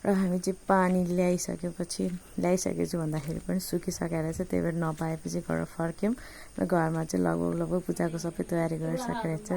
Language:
Nepali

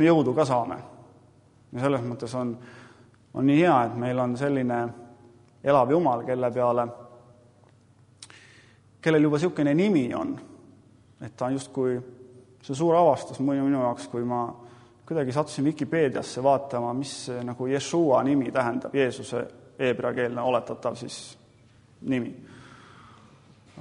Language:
Estonian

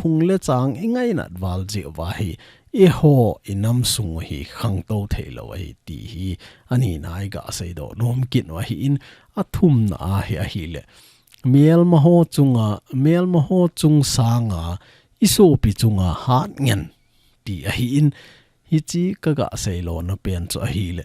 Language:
Thado Chin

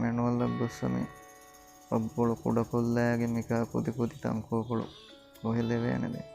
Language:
Divehi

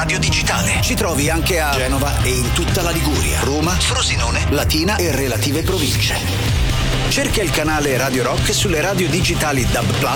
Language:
Italian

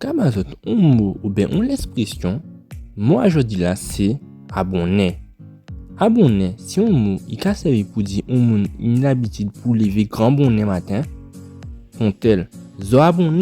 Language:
Guadeloupean Creole French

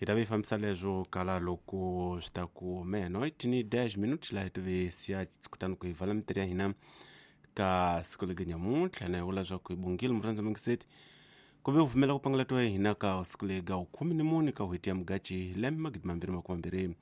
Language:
Tsonga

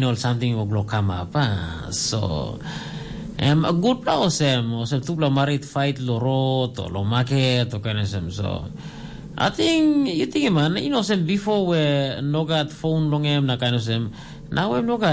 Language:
Tok Pisin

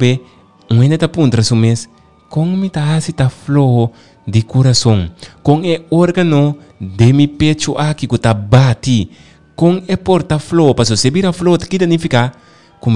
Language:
Papiamento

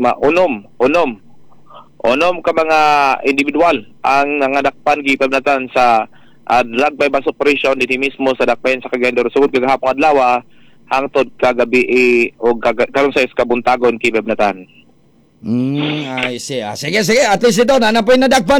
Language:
Cebuano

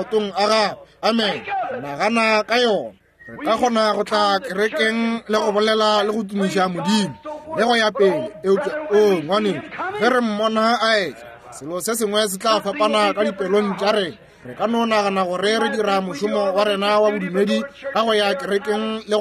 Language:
Northern Sotho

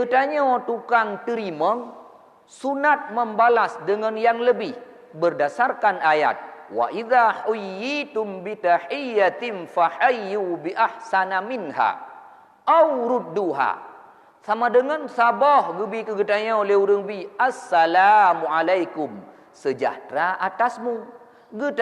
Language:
Achinese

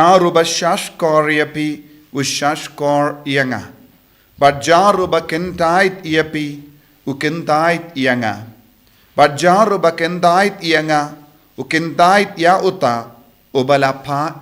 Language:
Khasi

